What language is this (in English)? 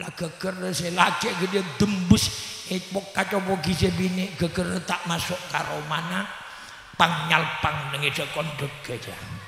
Madurese